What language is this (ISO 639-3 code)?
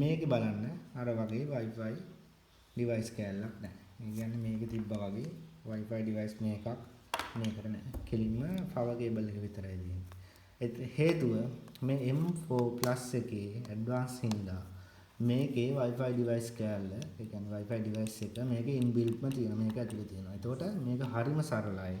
sin